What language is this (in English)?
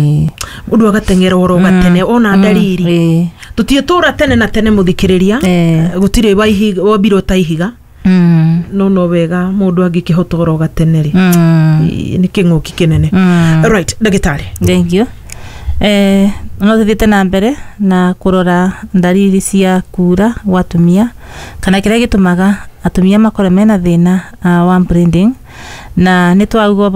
Kikuyu